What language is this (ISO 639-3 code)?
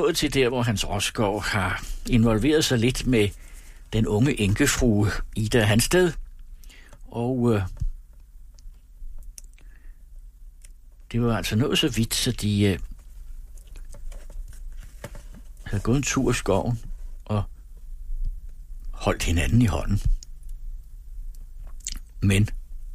dan